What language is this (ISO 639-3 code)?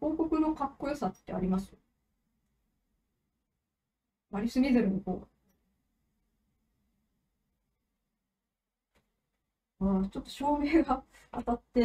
jpn